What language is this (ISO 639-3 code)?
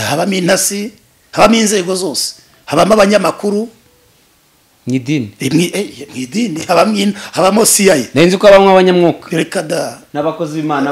kin